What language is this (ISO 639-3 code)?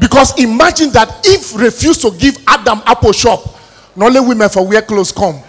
pcm